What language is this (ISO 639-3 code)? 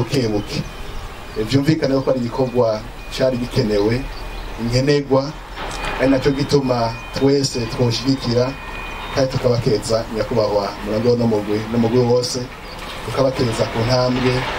run